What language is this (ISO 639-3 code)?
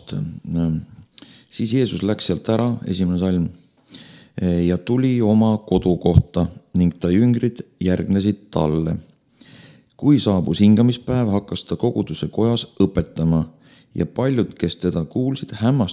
est